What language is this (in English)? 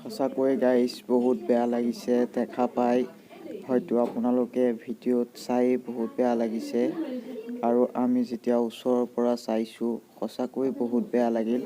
Assamese